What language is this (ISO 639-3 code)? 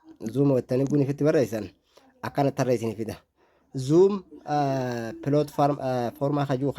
orm